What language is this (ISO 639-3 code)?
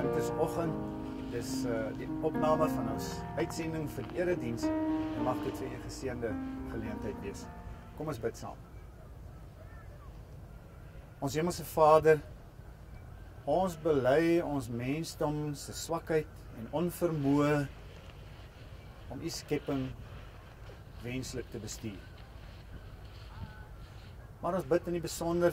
afr